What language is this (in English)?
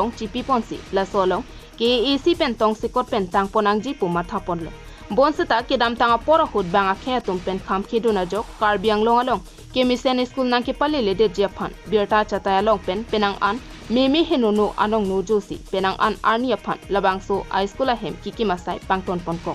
Karbi